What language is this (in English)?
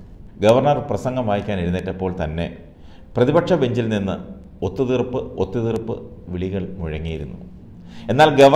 Malayalam